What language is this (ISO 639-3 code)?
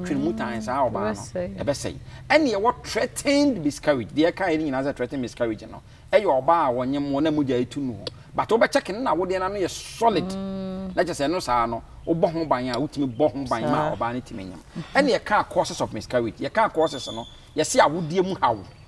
aka